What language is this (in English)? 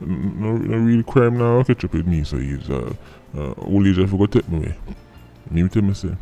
Jamaican Creole English